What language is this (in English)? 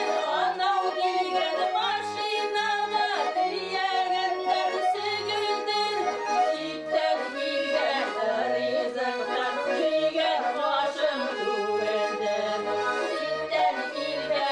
Bashkir